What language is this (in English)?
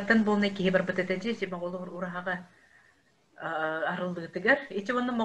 Yakut